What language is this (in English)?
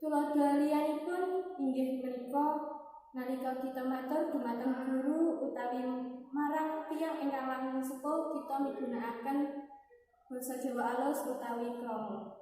Javanese